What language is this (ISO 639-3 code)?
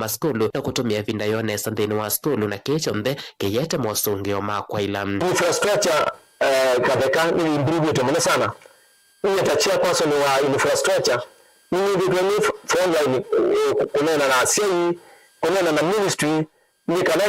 kam